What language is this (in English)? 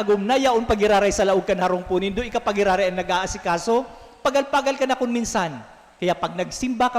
Bikol